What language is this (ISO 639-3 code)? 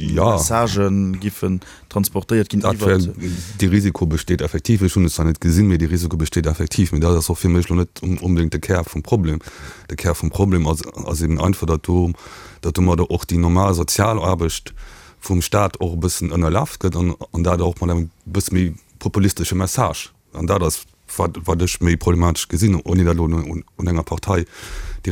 ltz